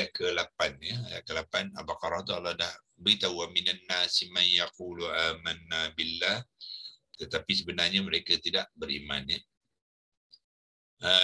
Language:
Malay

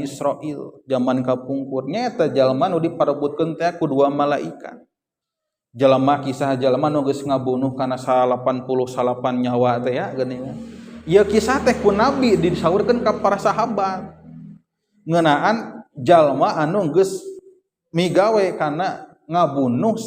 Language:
Sundanese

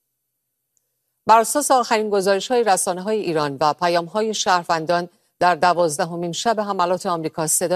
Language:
Persian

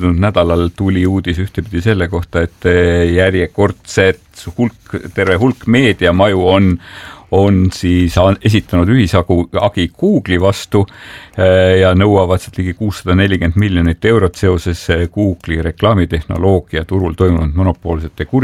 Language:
Estonian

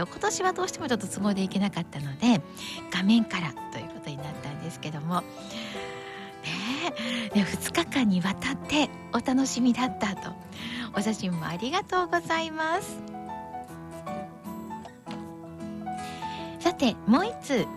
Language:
Japanese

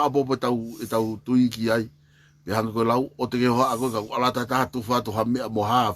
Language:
Tongan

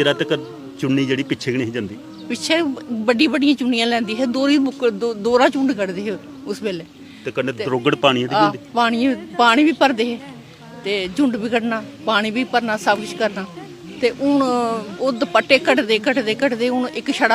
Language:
Dogri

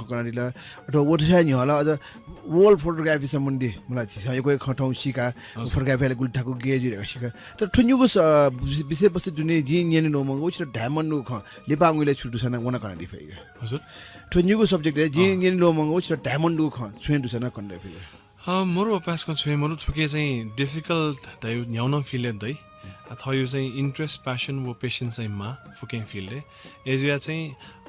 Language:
Newari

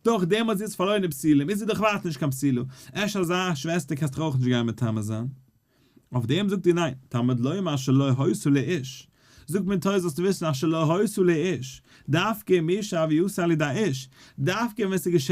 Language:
Yiddish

